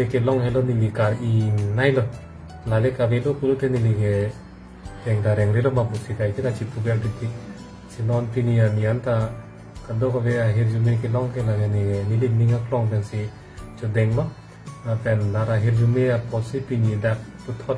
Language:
Karbi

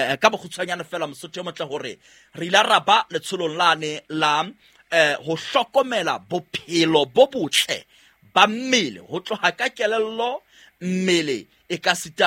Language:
Southern Sotho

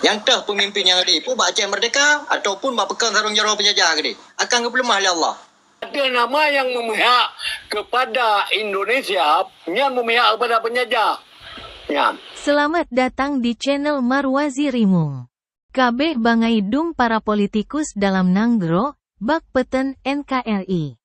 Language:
Achinese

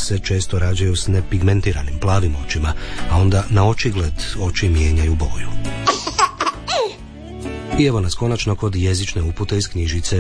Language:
Croatian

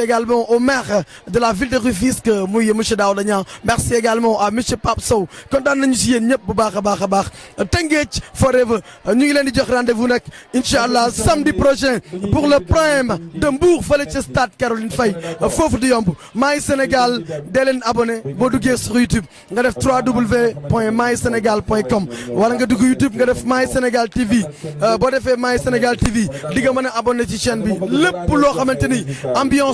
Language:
Wolof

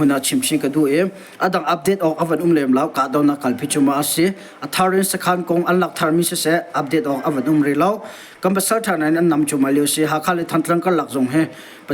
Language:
Hakha Chin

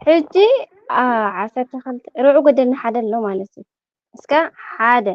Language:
Tigrinya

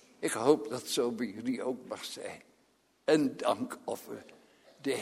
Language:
Dutch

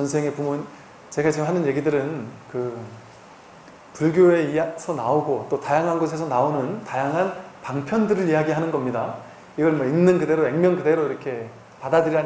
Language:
Korean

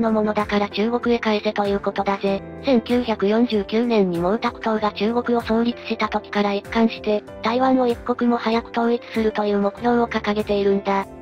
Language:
Japanese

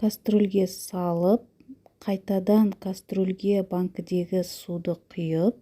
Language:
Kazakh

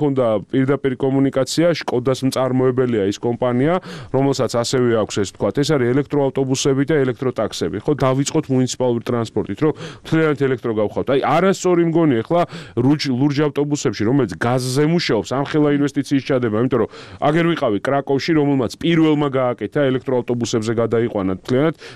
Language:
Georgian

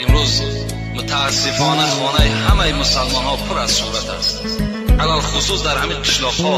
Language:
Tajik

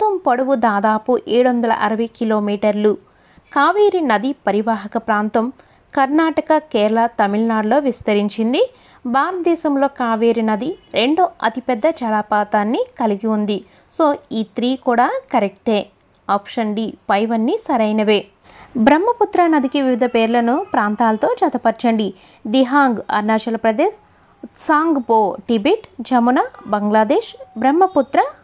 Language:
Telugu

